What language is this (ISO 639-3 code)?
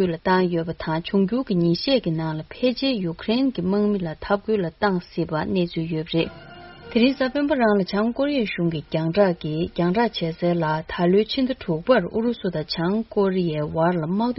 bod